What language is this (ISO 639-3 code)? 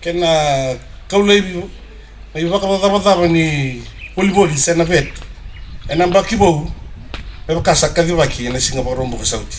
fij